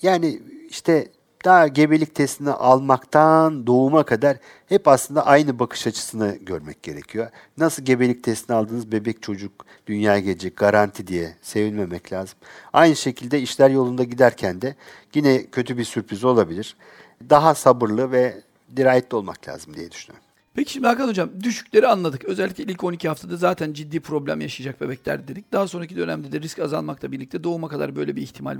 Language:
Turkish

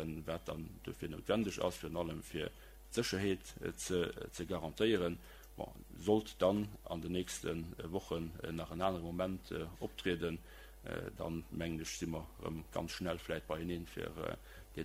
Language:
Luxembourgish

